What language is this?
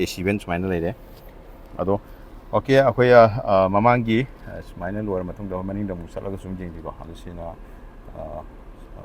Manipuri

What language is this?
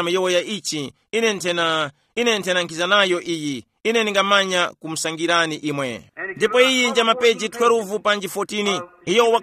Tumbuka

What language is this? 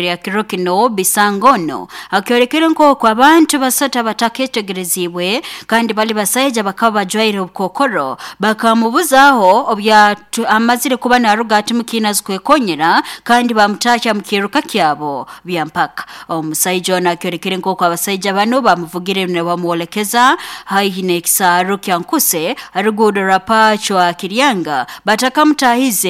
Nyoro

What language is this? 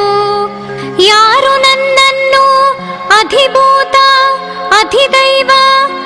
Kannada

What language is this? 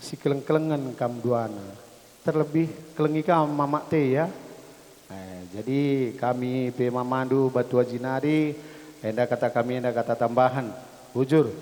Batak Karo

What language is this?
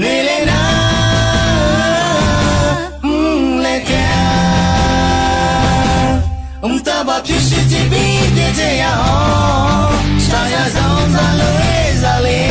Akha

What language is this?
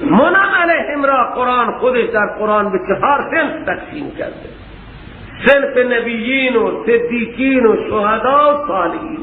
Persian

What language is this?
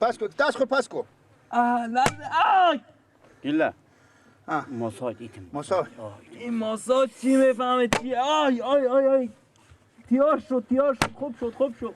Persian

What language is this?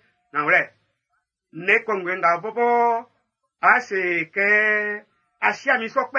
Baoulé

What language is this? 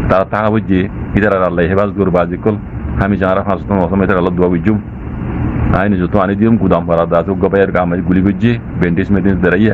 Rohingya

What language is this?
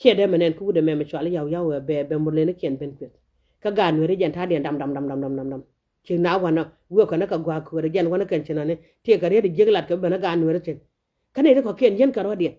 Nuer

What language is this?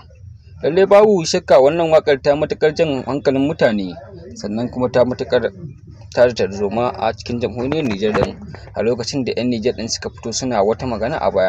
Hausa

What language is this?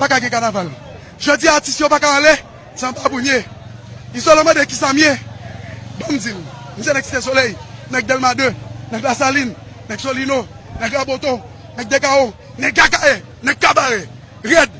Haitian Creole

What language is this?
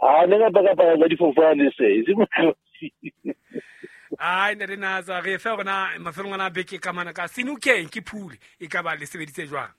Southern Sotho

